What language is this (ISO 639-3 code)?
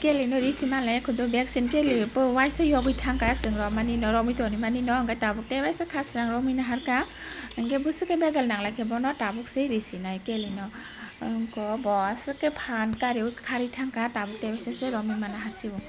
trp